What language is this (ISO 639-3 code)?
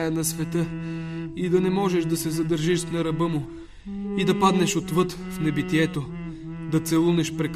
bul